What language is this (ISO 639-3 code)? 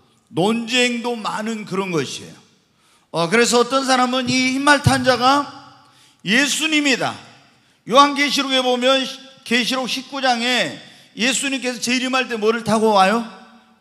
kor